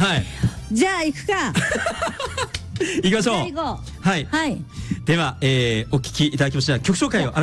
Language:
Japanese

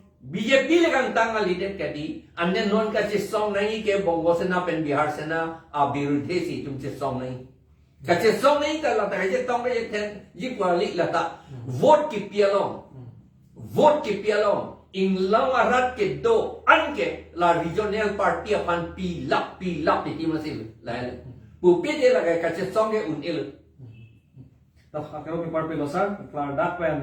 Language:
Karbi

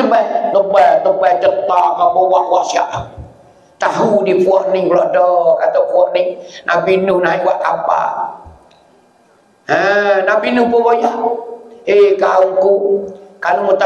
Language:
Pattani Malay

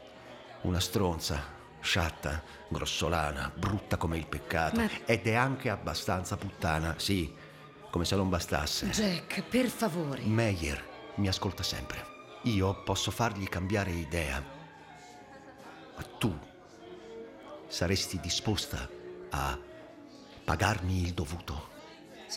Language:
Italian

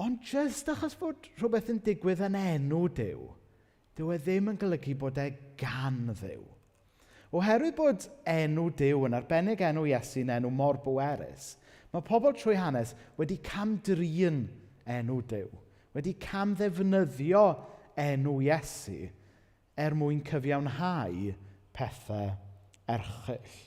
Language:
Welsh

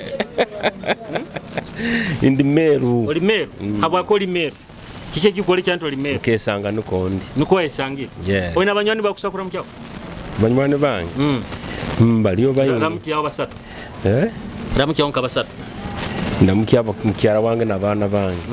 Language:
Nyoro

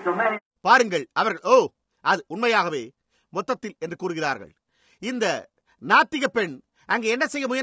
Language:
Tamil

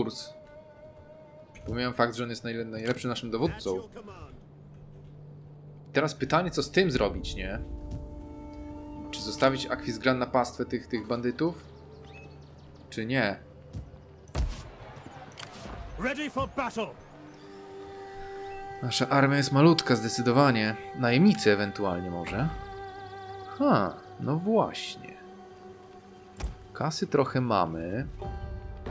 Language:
Polish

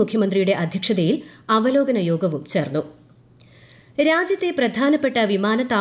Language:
Malayalam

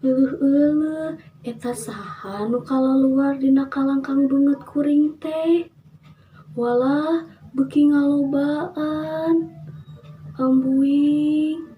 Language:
Sundanese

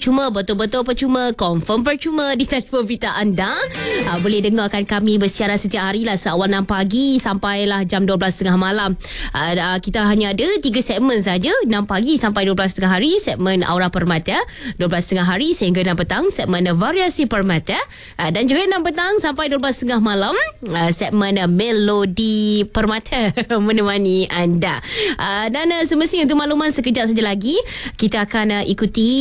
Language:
Malay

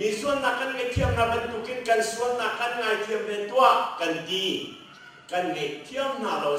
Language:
Hakha Chin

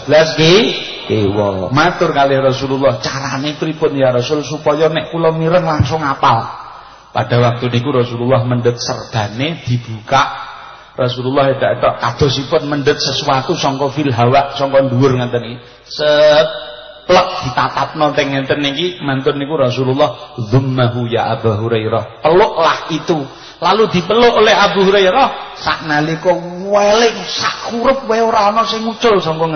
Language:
Javanese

